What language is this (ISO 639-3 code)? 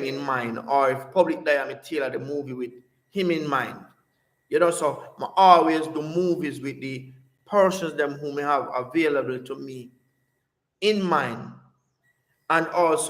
jam